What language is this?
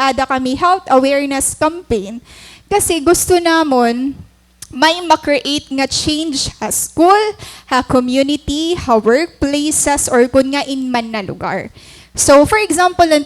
Waray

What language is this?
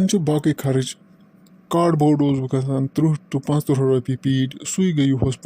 Kashmiri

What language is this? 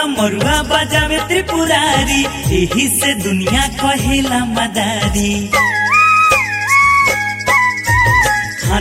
Bhojpuri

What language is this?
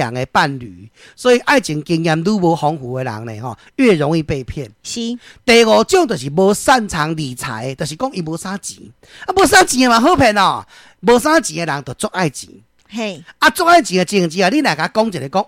Min Nan Chinese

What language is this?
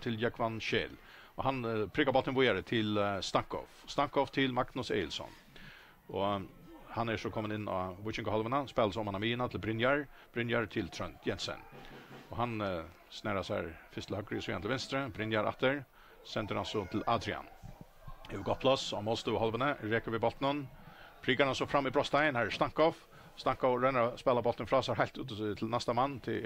Faroese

